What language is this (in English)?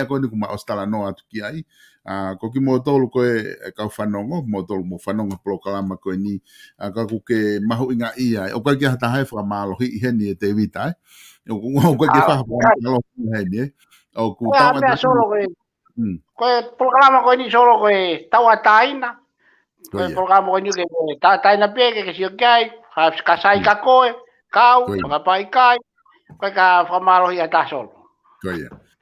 Tongan